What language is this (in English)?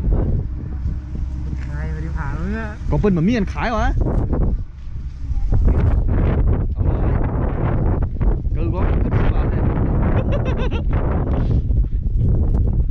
Thai